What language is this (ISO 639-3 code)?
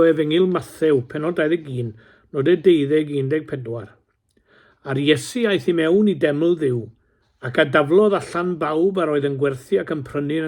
cym